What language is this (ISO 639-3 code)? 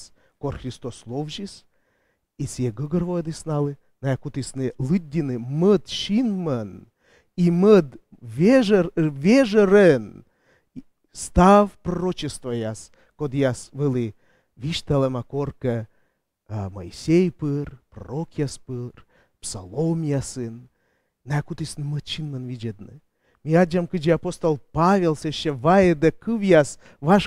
kom